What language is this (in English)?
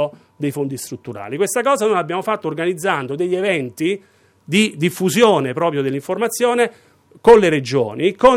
Italian